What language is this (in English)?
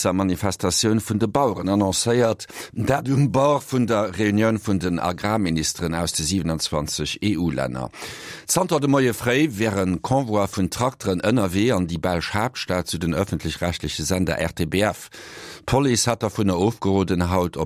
Luxembourgish